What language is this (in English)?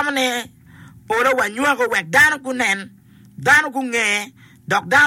Acoli